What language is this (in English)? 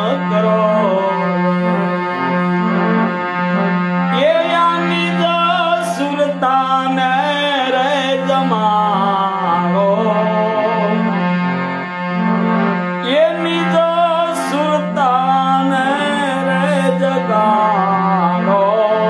Gujarati